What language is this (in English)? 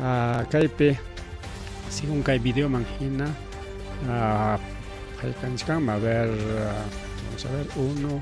Ayacucho Quechua